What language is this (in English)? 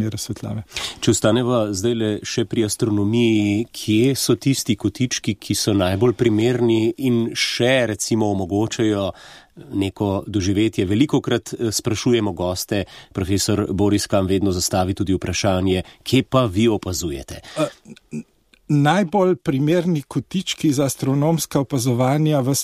Slovenian